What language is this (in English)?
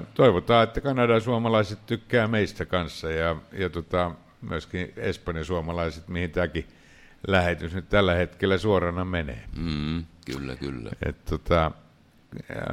Finnish